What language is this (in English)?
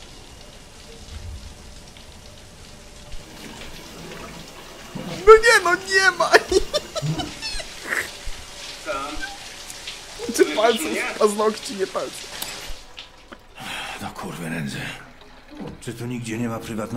Polish